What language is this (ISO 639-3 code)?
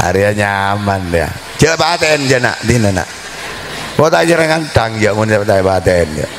mad